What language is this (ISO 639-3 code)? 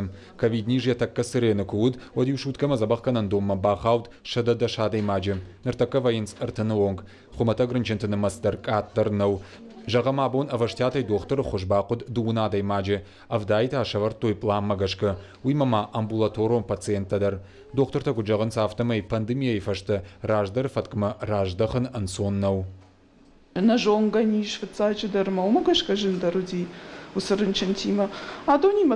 oss